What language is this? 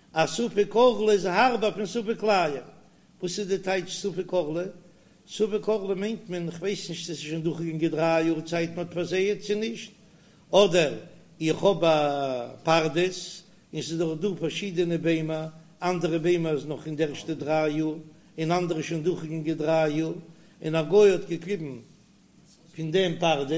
Yiddish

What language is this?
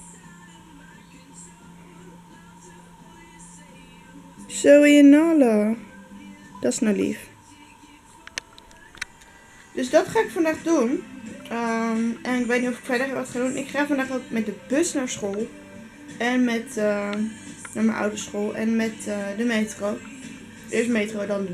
Dutch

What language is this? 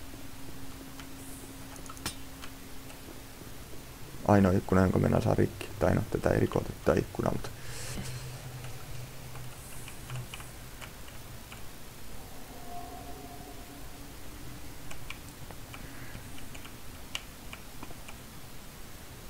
Finnish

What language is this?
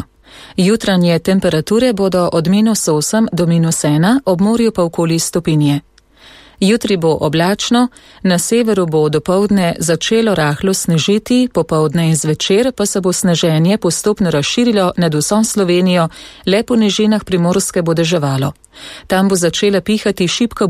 Slovenian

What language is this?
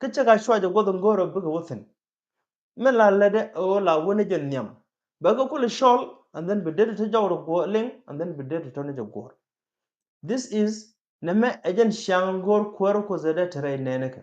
Nuer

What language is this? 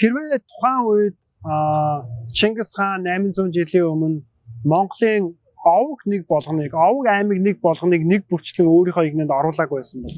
Mongolian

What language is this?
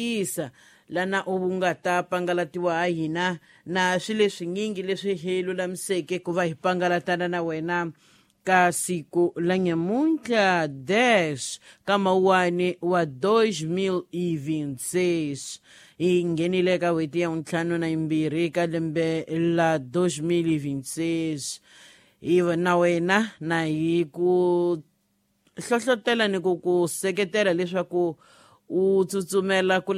Tsonga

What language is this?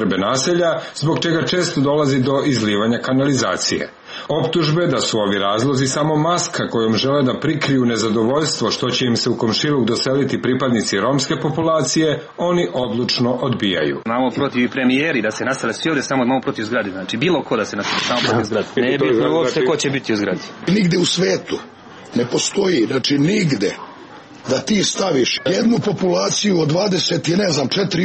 Serbian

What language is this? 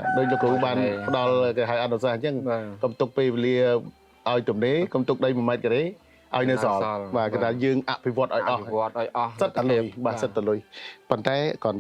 Khmer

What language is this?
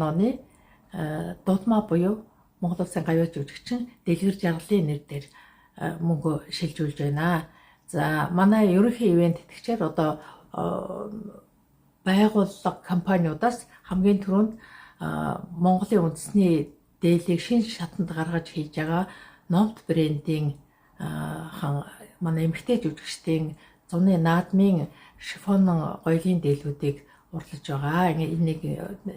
Mongolian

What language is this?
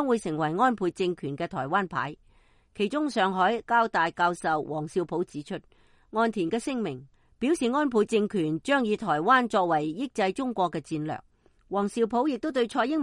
Cantonese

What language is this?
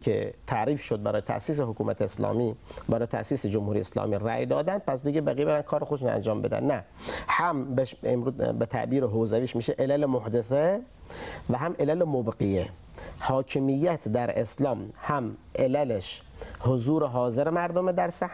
Persian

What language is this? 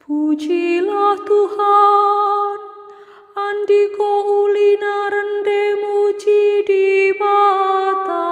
Batak Karo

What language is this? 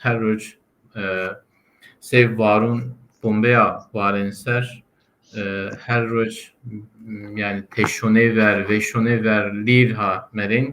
Zaza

